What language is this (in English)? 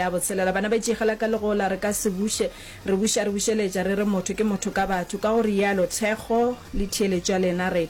Northern Sotho